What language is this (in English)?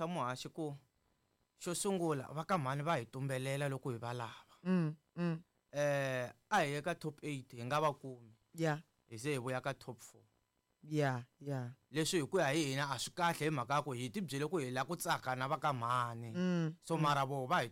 Tsonga